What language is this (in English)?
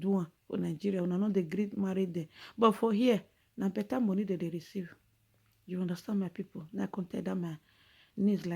Nigerian Pidgin